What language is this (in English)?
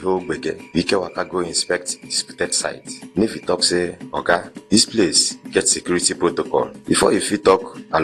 Nigerian Pidgin